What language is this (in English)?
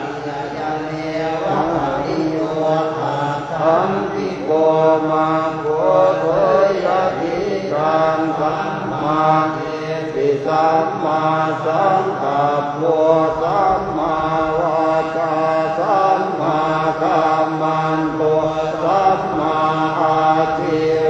Pali